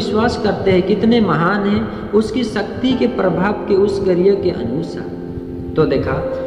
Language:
Sadri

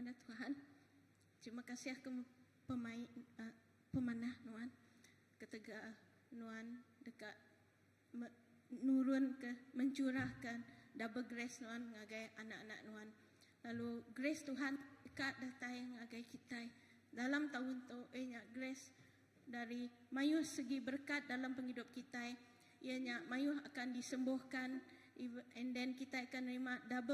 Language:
Iban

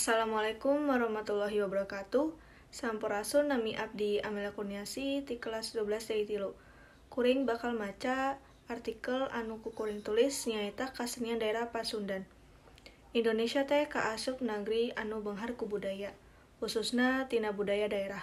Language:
Sundanese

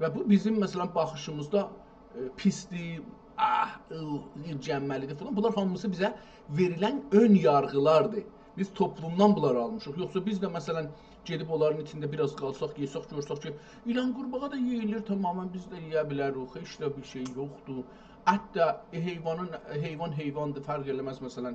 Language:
South Azerbaijani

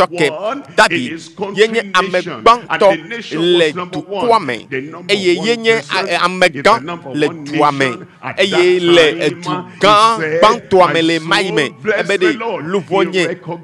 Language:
Ewe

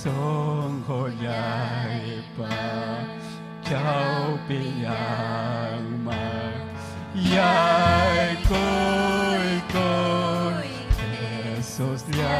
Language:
Ayacucho Quechua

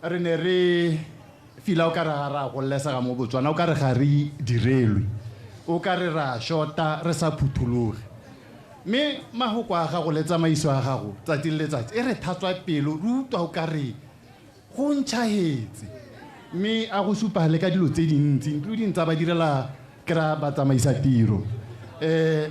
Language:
Tswana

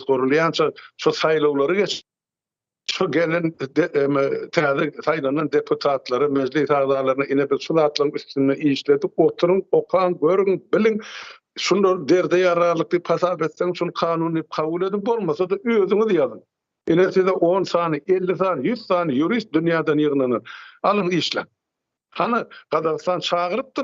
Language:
Turkmen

